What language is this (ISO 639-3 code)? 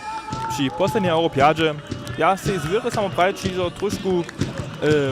hsb